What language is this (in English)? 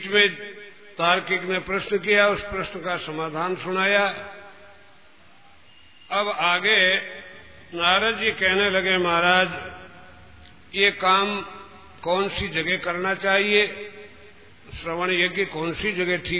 Hindi